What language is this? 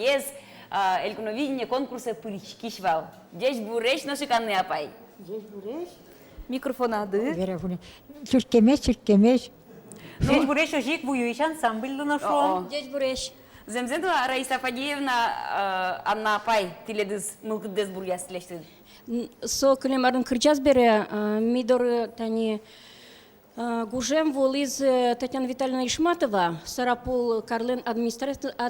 Udmurt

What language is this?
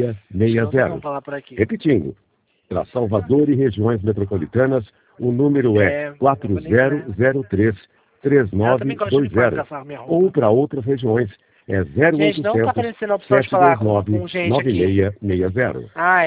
Portuguese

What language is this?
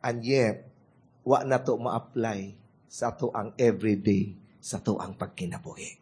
Cebuano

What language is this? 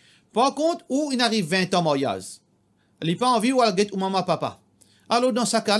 Morisyen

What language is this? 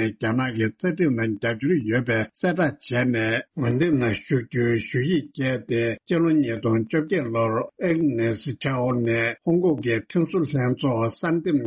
Tibetan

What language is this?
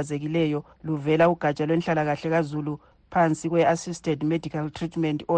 North Ndebele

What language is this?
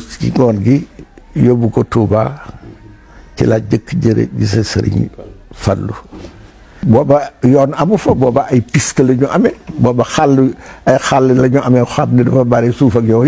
Wolof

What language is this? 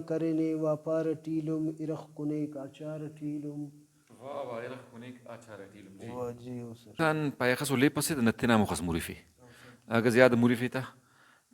Brahui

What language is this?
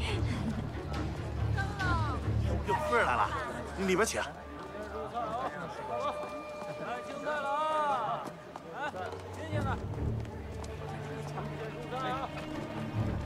Chinese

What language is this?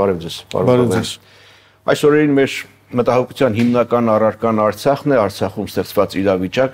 Armenian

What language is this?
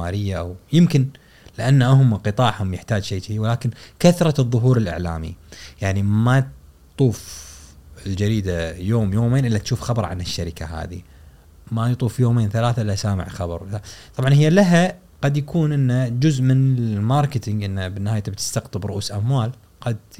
Gulf Arabic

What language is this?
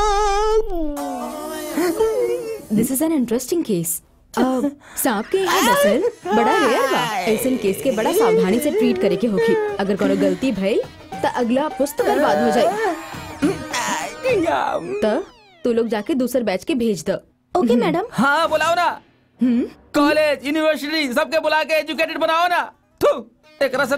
Bhojpuri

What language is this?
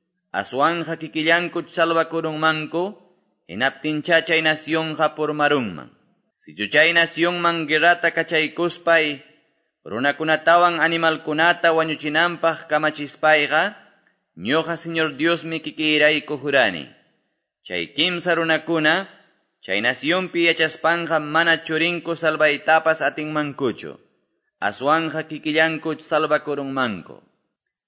Quechua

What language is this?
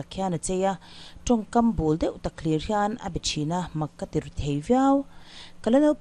Mizo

